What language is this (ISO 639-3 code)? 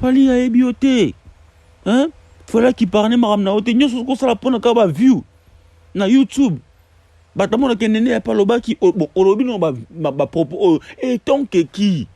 lin